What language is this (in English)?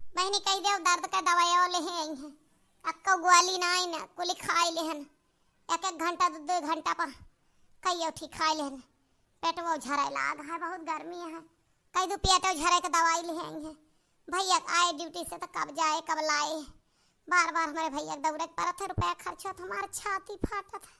Awadhi